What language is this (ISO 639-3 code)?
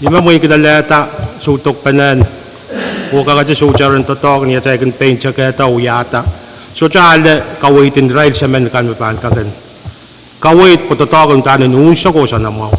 pon